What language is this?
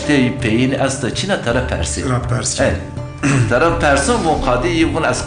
Zaza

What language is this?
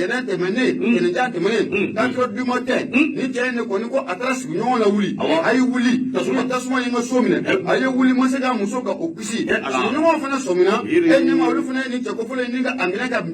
Bambara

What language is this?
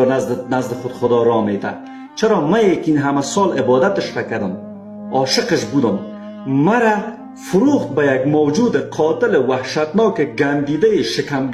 Persian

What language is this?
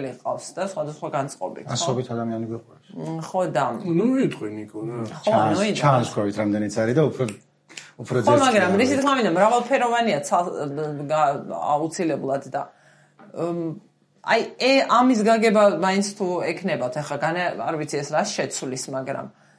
Georgian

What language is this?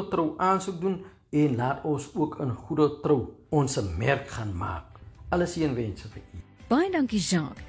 Afrikaans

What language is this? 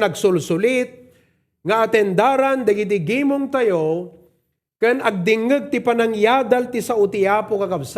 Iloko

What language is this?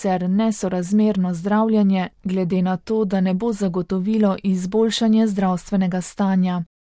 Slovenian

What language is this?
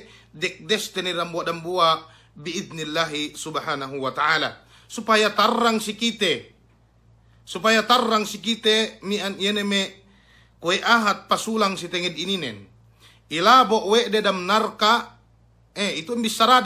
Yakan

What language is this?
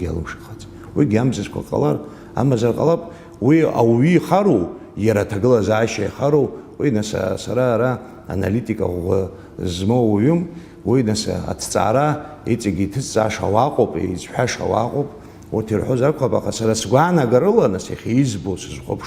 Abkhazian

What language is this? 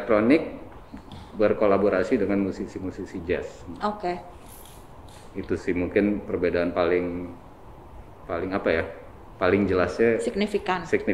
Indonesian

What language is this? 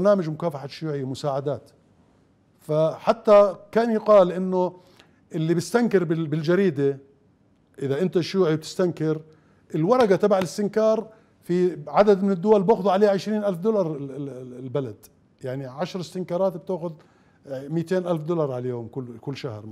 Mesopotamian Arabic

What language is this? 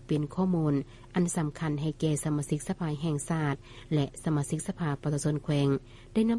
Lao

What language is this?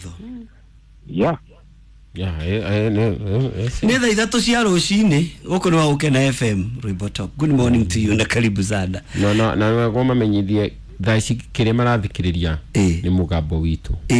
Kikuyu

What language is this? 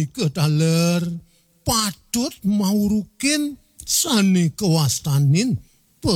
Balinese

